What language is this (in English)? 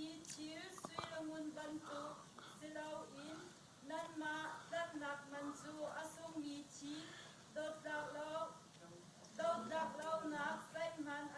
Hakha Chin